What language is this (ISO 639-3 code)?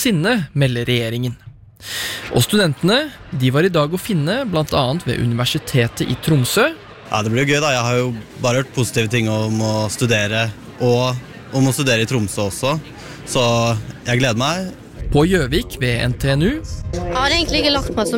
nor